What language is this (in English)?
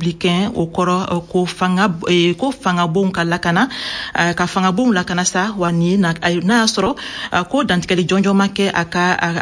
Bambara